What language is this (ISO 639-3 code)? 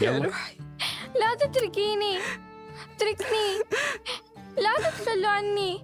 apc